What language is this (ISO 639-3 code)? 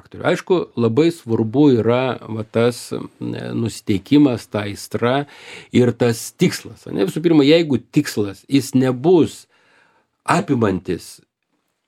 lit